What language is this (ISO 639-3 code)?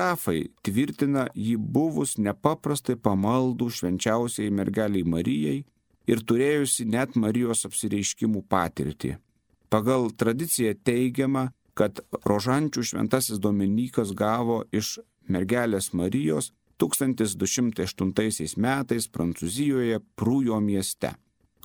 lit